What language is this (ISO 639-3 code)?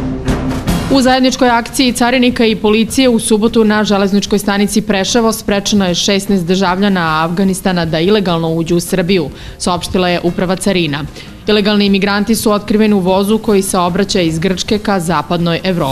srp